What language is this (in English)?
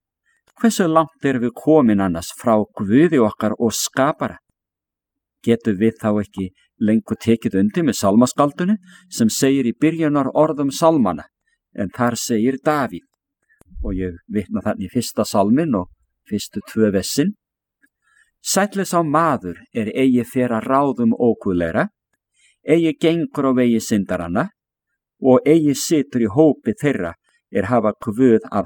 Icelandic